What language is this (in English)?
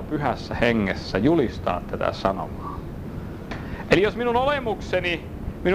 Finnish